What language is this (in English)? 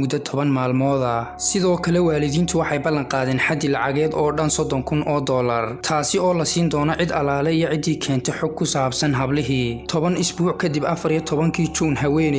Somali